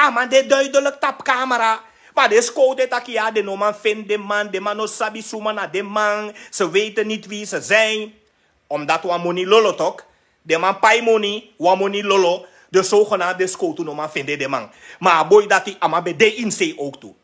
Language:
Sranan Tongo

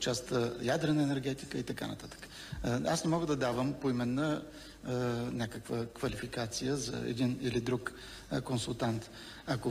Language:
Bulgarian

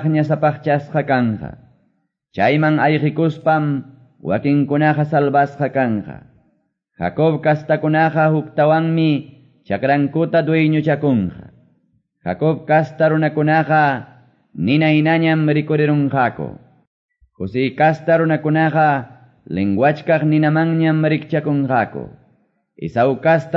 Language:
Quechua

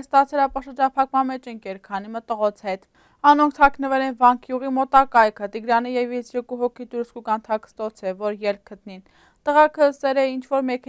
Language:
Western Armenian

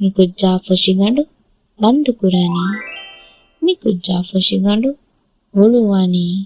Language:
Divehi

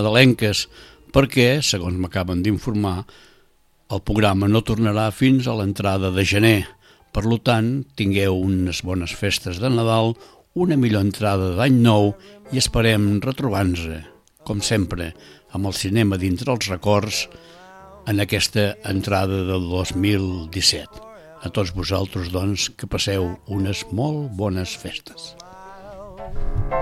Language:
Catalan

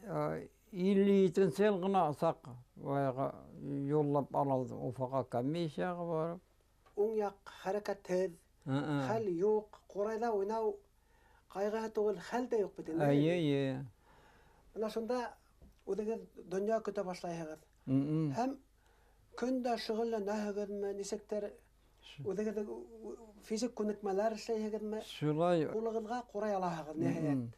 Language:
Bashkir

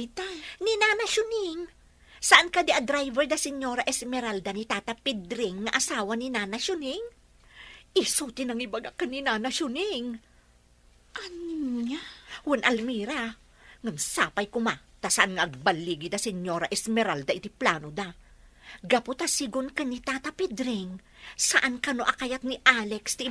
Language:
Iloko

